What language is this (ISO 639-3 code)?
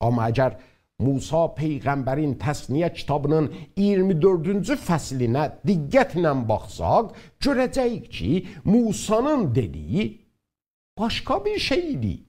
azb